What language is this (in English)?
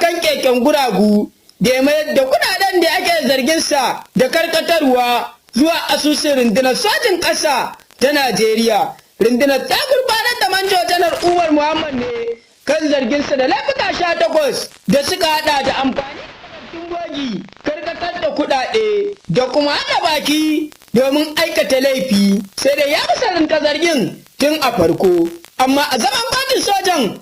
Hausa